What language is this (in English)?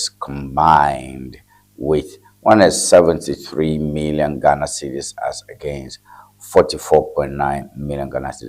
Ewe